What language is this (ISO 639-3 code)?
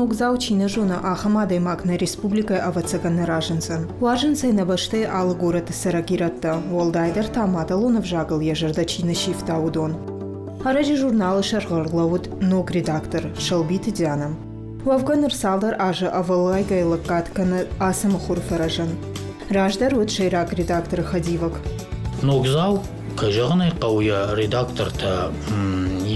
oss